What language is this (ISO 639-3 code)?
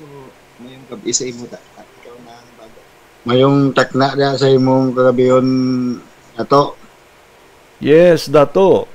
hil